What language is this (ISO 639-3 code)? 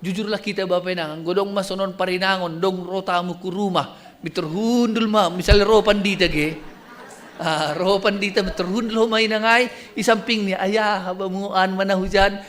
bts